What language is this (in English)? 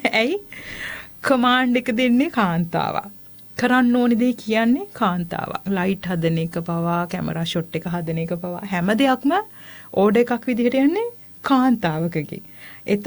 Sinhala